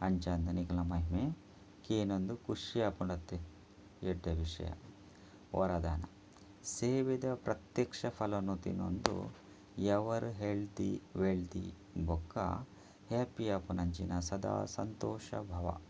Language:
Tulu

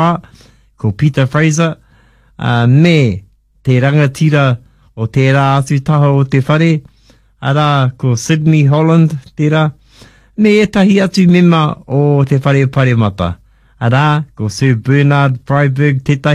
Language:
Māori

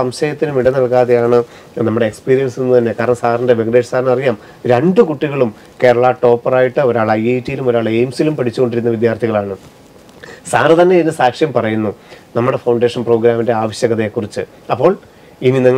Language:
Malayalam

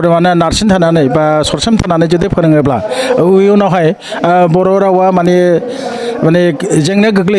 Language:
Bodo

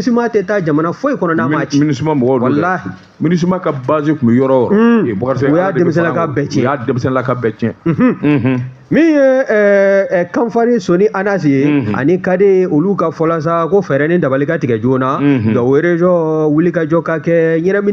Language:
Bambara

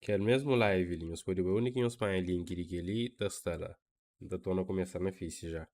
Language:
Kabuverdianu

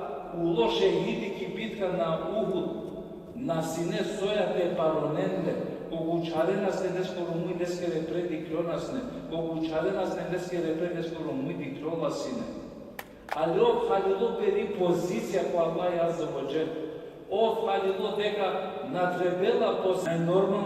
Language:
Balkan Romani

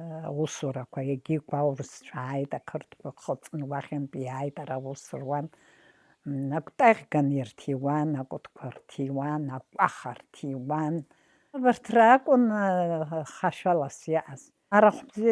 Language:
Abkhazian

